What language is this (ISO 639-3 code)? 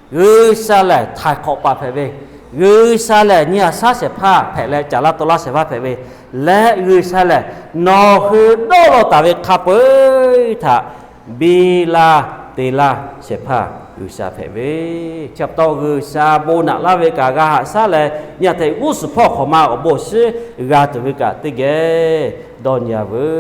lhu